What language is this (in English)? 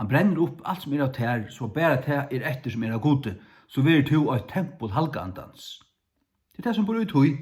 Faroese